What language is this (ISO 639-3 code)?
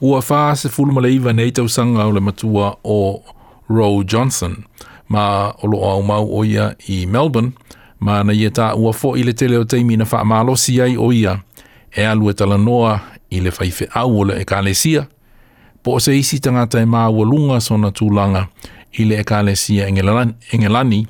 smo